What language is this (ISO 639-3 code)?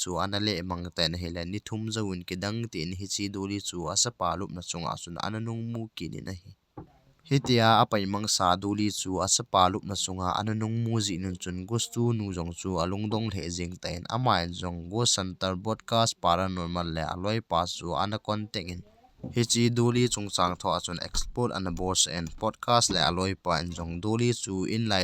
tcz